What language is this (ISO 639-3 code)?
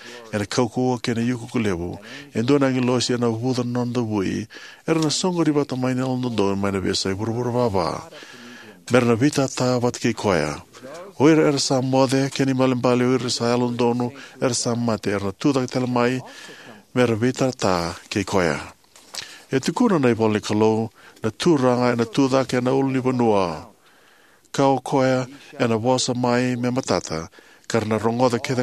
fij